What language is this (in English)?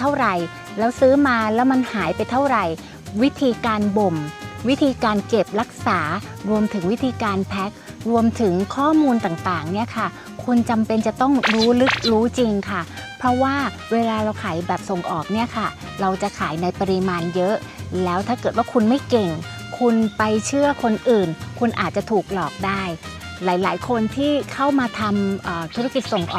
Thai